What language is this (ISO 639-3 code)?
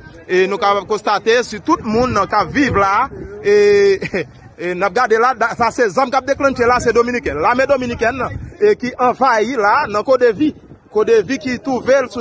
hat